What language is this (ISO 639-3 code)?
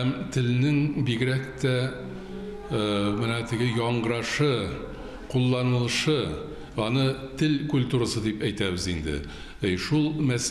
tat